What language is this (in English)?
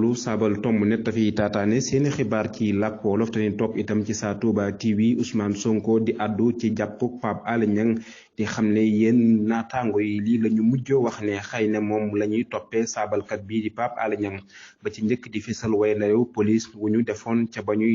Wolof